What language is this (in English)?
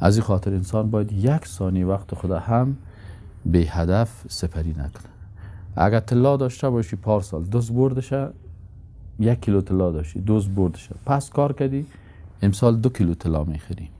Persian